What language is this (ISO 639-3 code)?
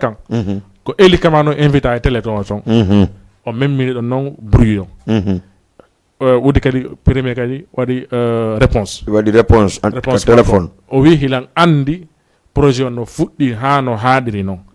ful